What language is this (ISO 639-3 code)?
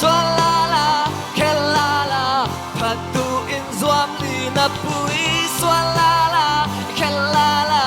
cfm